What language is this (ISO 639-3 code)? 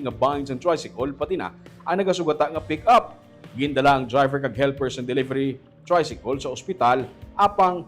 hil